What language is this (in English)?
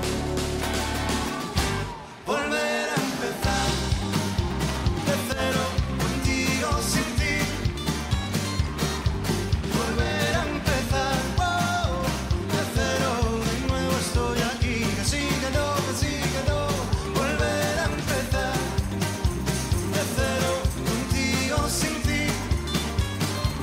Spanish